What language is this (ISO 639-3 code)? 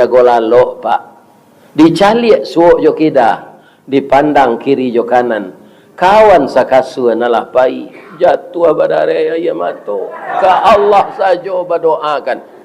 min